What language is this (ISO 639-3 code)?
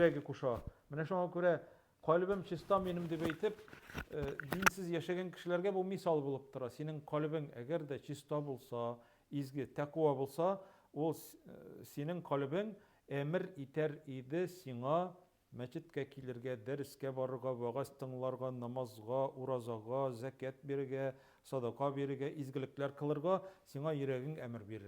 tat